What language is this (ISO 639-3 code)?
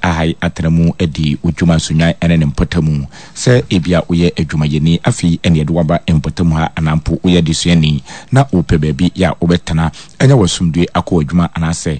aka